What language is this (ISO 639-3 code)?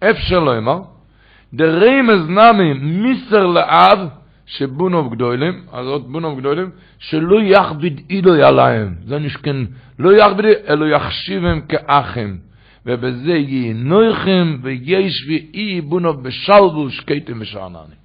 yid